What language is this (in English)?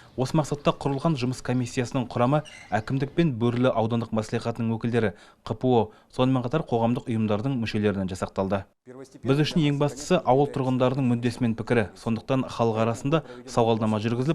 Kazakh